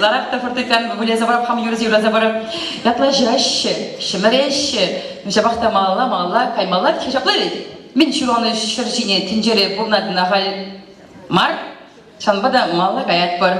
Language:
Chuvash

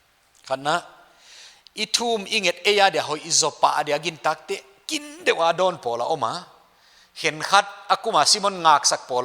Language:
Paite Chin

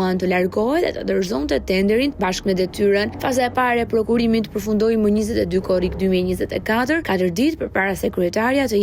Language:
Albanian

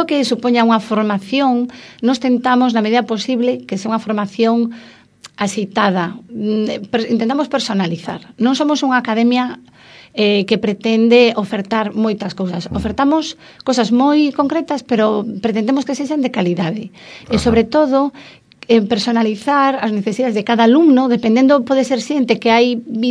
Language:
Galician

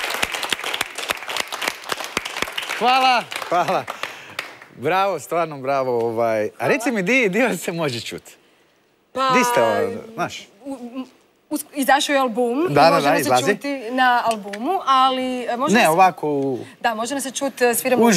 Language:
Croatian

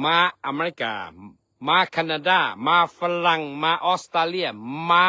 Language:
Lao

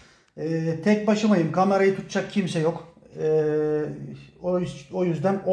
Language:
Turkish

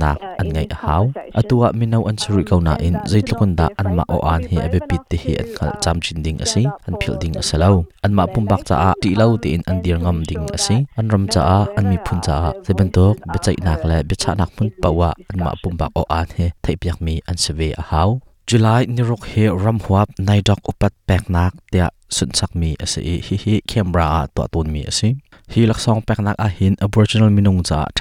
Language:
Hakha Chin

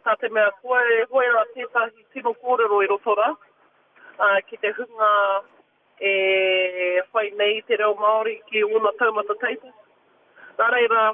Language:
Māori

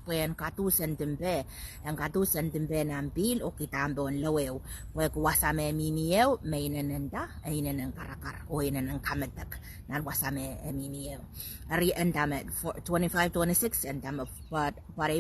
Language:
Pohnpeian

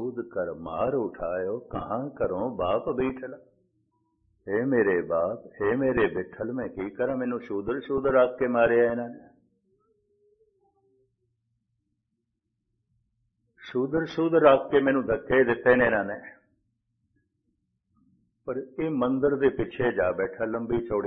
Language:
Punjabi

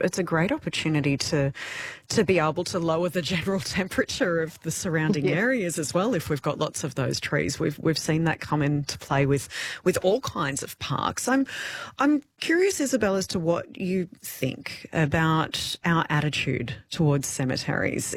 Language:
English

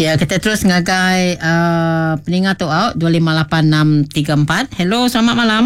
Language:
Iban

